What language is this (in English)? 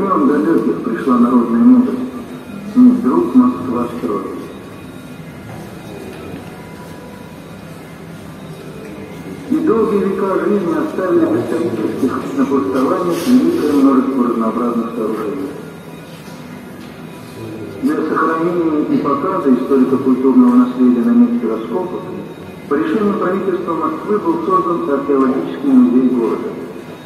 Russian